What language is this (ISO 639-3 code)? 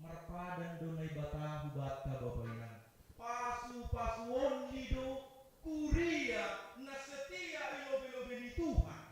bts